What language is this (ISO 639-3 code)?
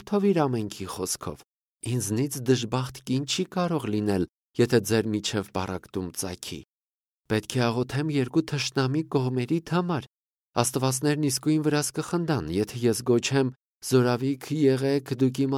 hye